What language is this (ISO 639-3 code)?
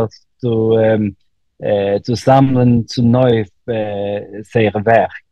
yid